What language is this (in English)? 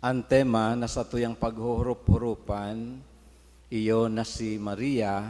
Bikol